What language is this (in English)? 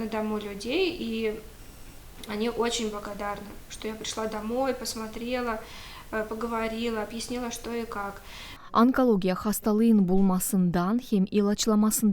Gagauz